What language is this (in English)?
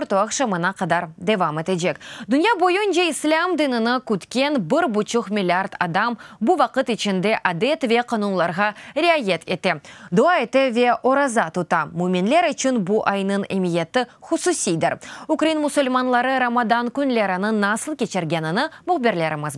Crimean Tatar